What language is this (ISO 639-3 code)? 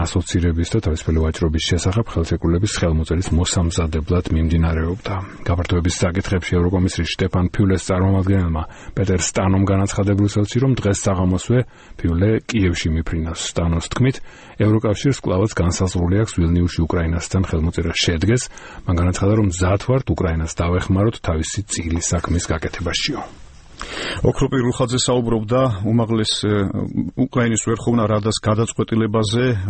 kat